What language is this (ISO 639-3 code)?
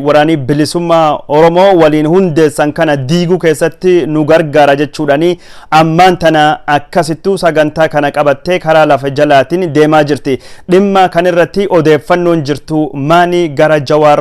orm